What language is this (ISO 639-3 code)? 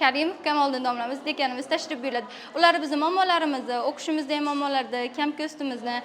uzb